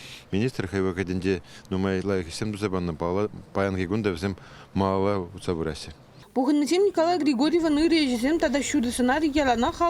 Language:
Chuvash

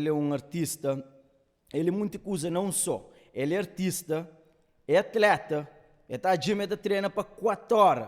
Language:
Kabuverdianu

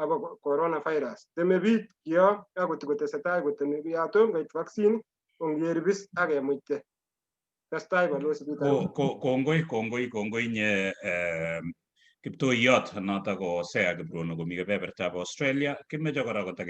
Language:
Kalenjin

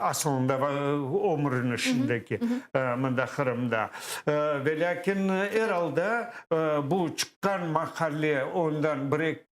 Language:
Crimean Tatar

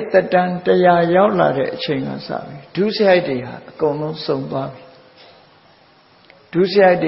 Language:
Burmese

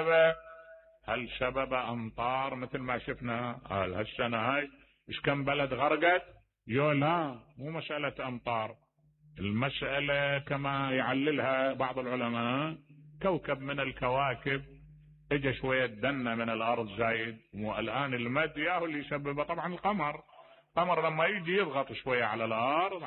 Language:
Mesopotamian Arabic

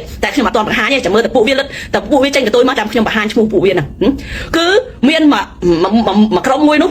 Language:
Khmer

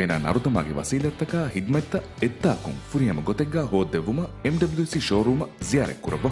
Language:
Divehi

